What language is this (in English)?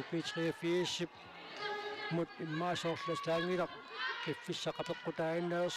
Kalaallisut